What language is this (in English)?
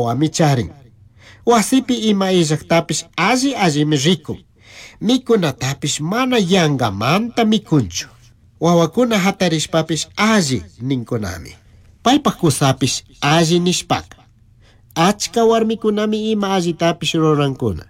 Chimborazo Highland Quichua